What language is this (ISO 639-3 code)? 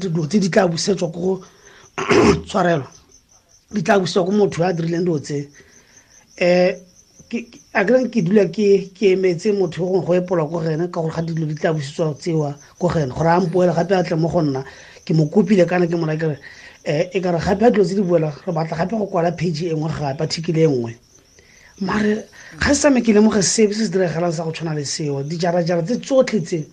tsn